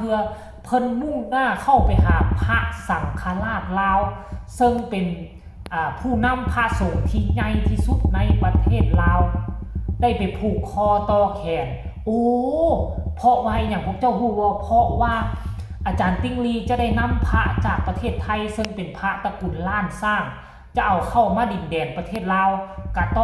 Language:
Northeastern Thai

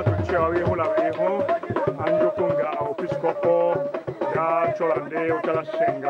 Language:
Tetela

